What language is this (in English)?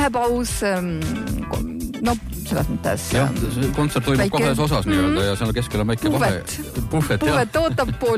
Estonian